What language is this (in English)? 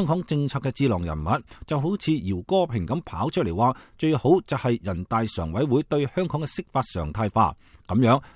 Cantonese